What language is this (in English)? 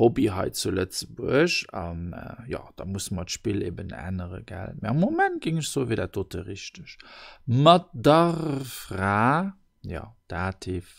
Luxembourgish